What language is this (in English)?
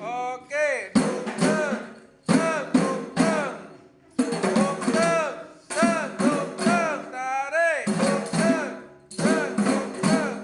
Achinese